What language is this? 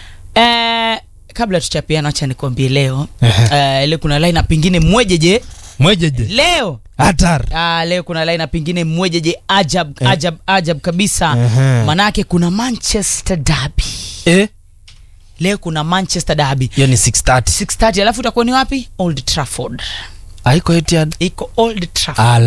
Swahili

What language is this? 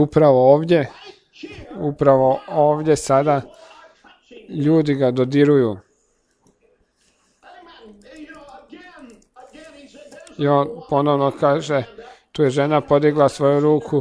Croatian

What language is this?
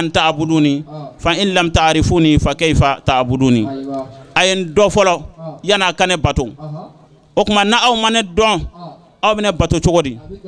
Bambara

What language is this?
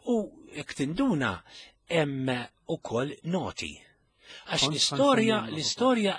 Maltese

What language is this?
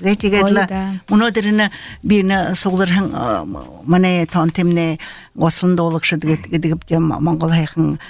Buriat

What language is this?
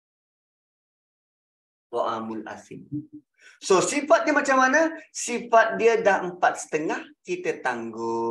Malay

